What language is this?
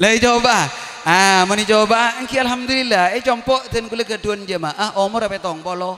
Madurese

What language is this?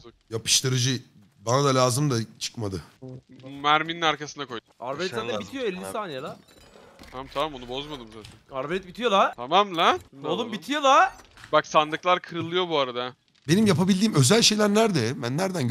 Turkish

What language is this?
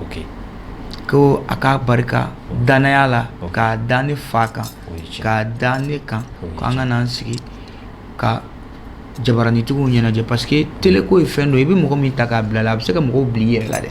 Bambara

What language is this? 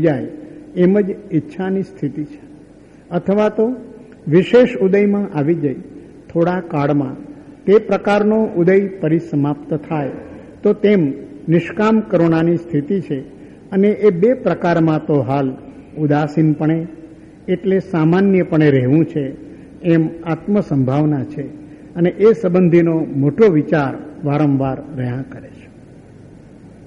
Gujarati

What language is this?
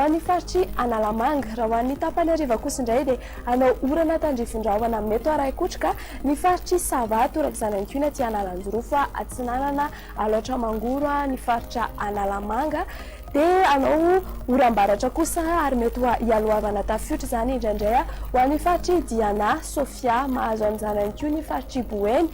Malagasy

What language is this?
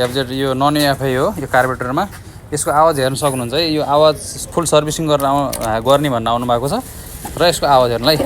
Nepali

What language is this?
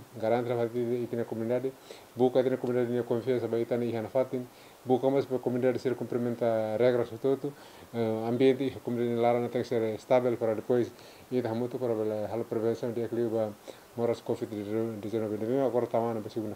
Tetum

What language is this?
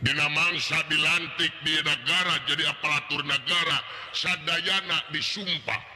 Sundanese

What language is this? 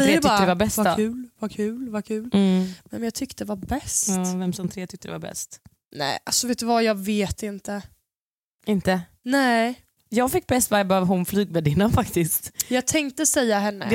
Swedish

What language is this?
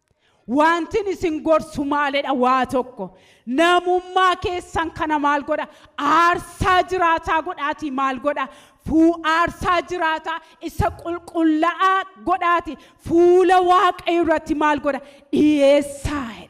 Oromo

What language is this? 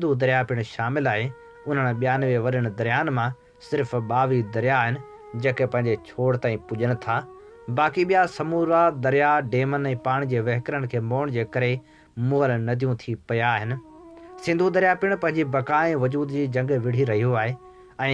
Sindhi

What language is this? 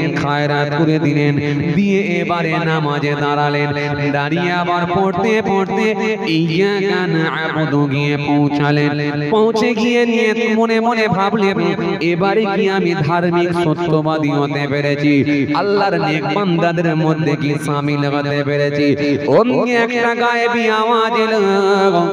Bangla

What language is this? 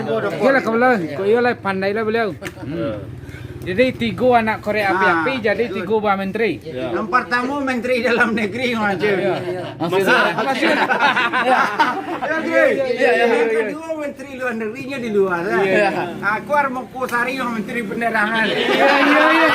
Minangkabau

